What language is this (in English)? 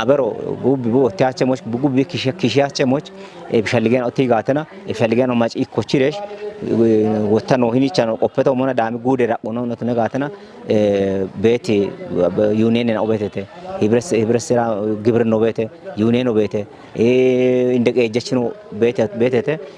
Kafa